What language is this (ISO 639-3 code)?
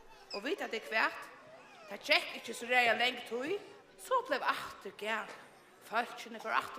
fao